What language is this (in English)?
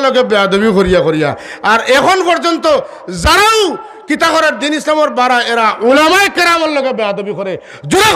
Sylheti